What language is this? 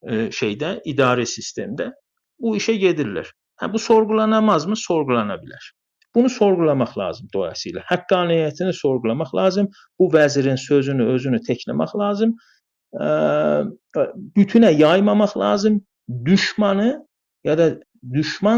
South Azerbaijani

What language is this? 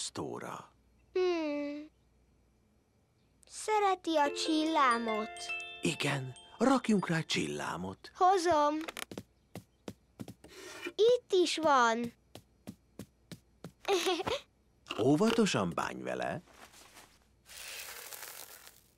Hungarian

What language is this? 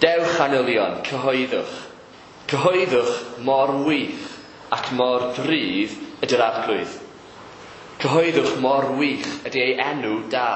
Welsh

